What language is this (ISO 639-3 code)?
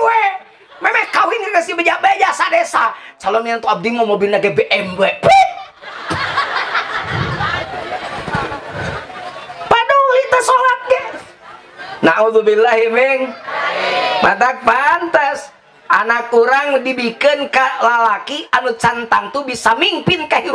sun